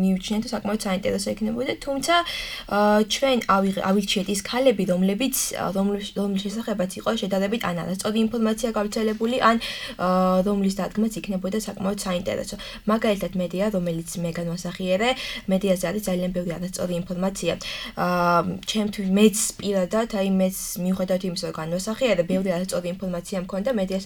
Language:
Georgian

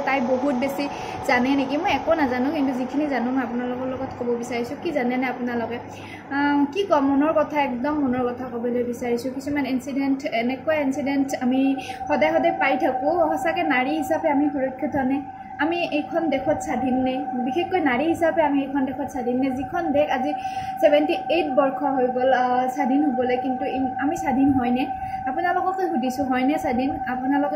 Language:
Assamese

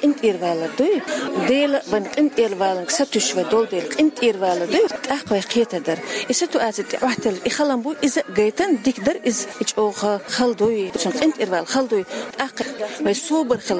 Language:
Chechen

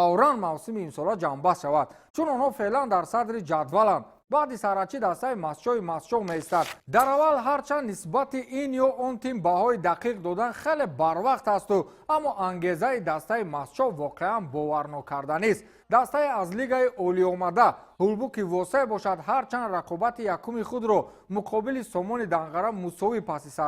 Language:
Tajik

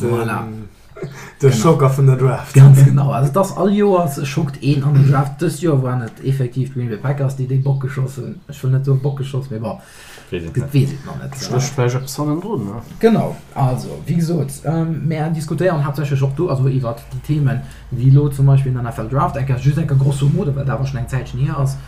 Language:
Luxembourgish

